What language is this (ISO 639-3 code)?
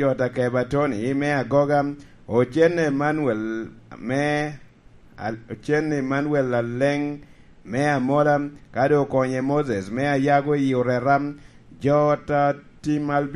laj